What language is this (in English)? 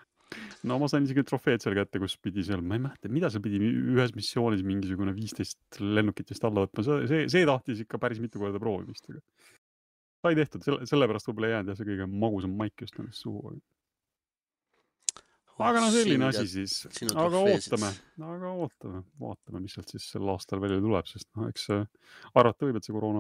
Estonian